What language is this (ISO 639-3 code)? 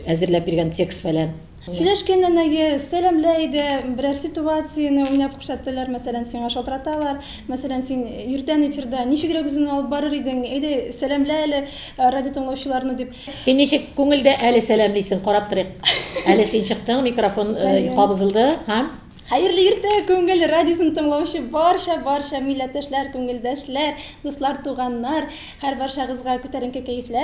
tat